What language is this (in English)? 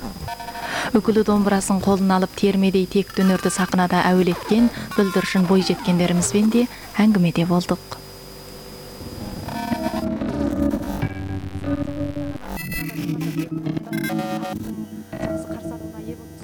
Kazakh